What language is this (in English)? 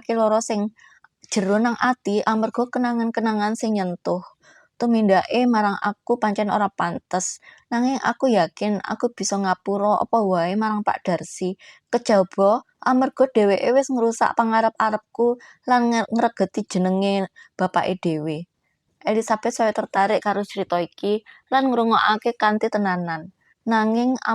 Javanese